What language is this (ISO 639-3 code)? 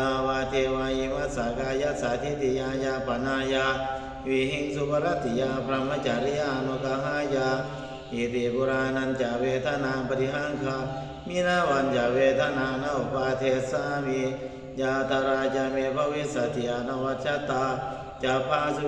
pli